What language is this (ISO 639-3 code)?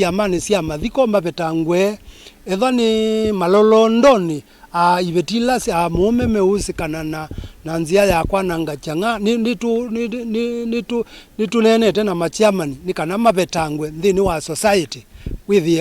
kam